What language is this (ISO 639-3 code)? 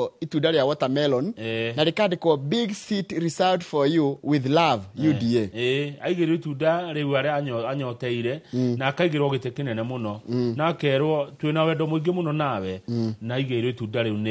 kik